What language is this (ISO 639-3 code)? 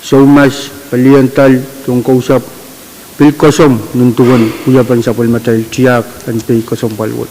pon